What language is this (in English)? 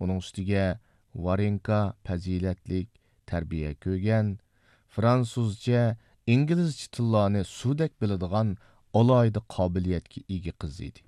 Uyghur